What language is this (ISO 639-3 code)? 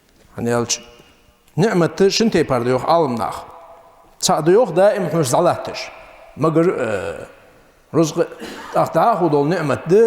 inh